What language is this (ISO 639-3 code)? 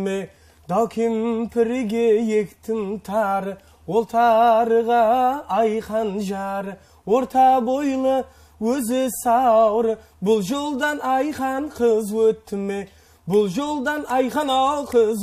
kaa